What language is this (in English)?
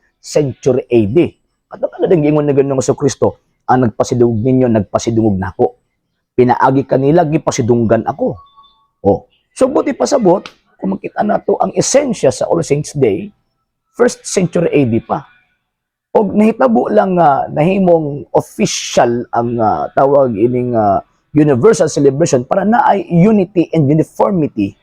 Cebuano